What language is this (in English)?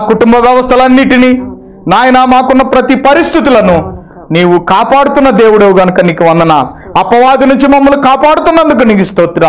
Telugu